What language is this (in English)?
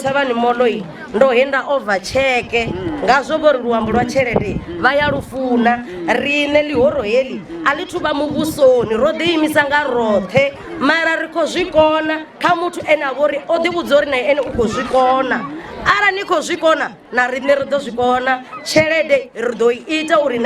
Venda